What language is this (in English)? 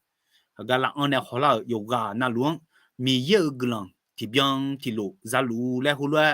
Akha